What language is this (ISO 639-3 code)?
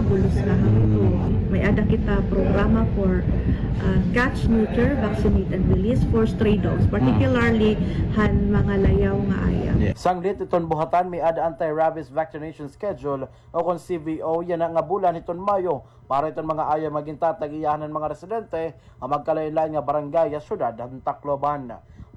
war